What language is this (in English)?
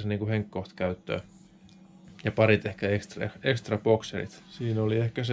Finnish